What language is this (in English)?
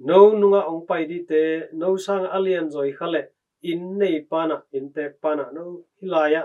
Tedim Chin